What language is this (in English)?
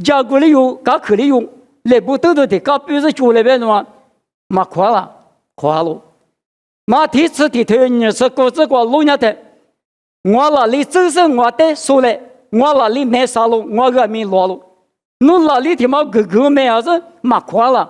Lisu